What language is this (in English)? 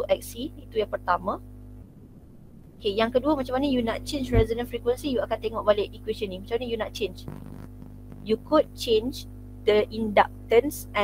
Malay